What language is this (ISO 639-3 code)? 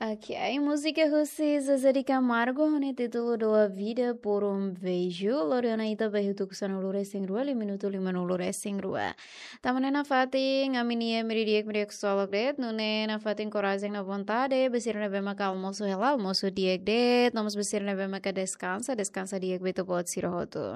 tet